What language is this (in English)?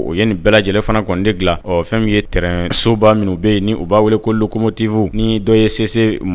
Bambara